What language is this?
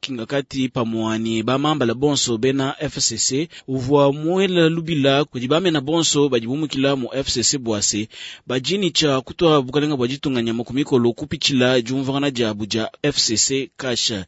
Luba-Lulua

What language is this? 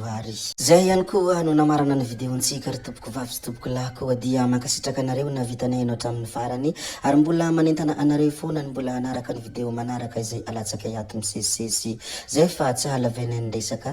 Malagasy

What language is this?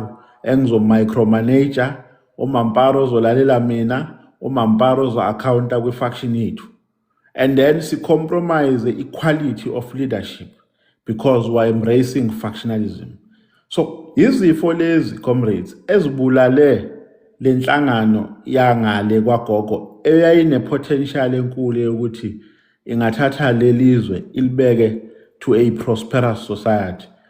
Zulu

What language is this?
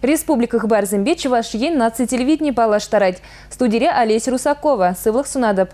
Chuvash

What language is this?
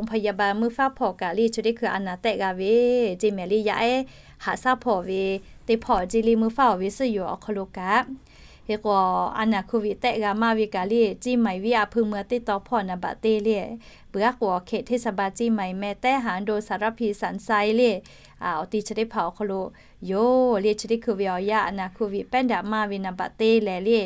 Lahu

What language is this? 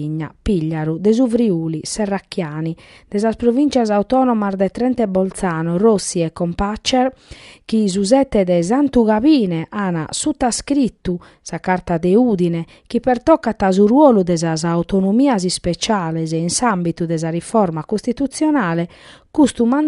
Sardinian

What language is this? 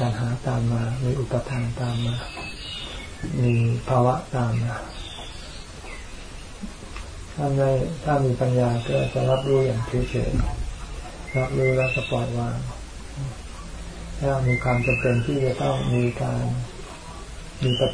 Thai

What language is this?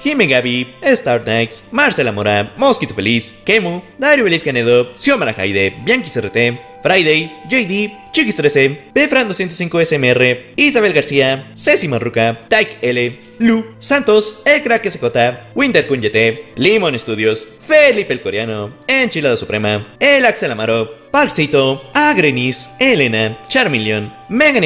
Spanish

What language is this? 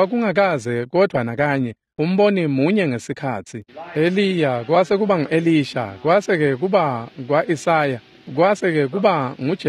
Swati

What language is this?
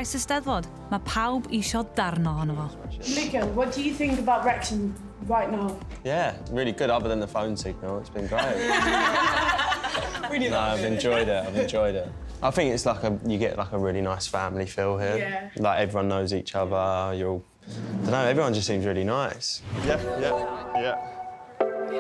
Welsh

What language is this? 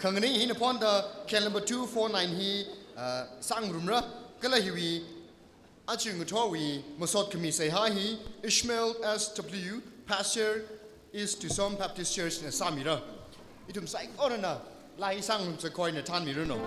Tangkhul Naga (India)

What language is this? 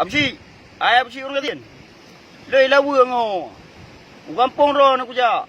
Achinese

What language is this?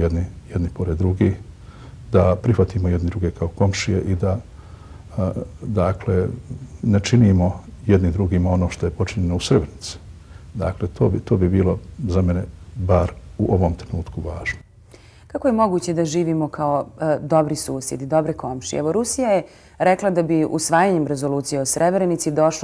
Bosnian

